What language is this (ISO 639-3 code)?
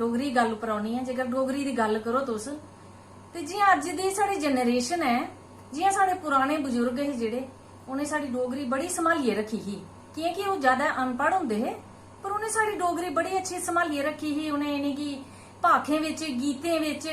doi